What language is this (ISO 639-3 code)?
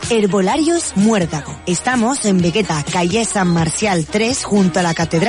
spa